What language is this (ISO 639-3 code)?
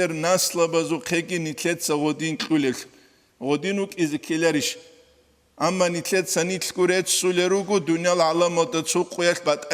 ava